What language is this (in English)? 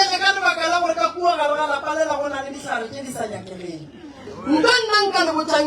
Northern Sotho